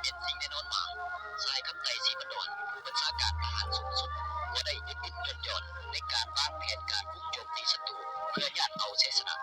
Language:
Lao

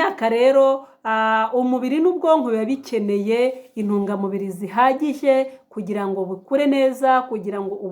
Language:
Kinyarwanda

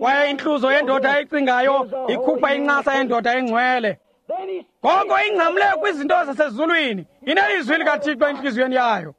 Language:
Xhosa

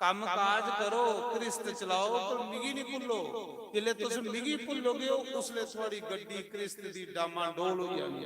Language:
Dogri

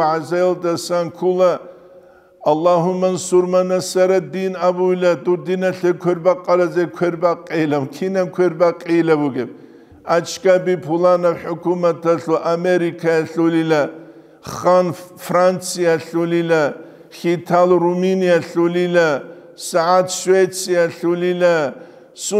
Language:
Avaric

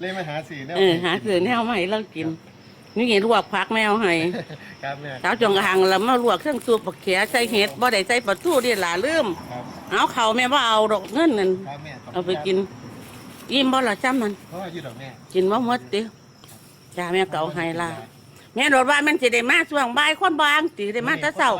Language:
Northeastern Thai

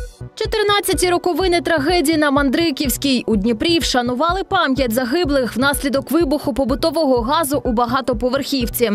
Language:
Ukrainian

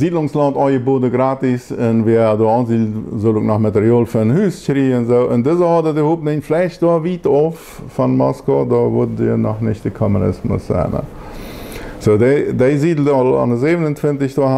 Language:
Plautdietsch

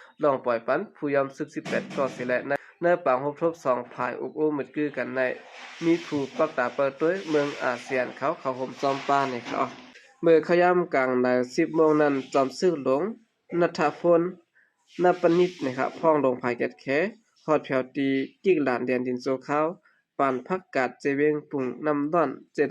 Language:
Shan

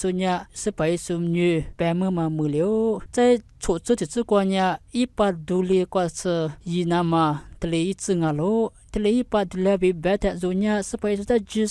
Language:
Lisu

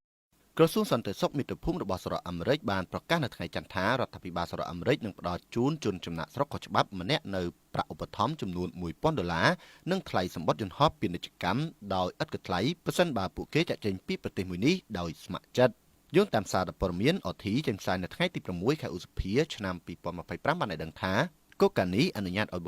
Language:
Khmer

